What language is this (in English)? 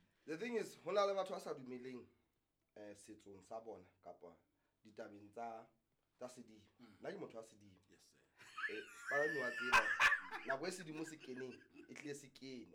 Southern Sotho